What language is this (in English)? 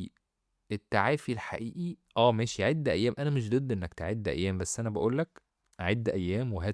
Egyptian Arabic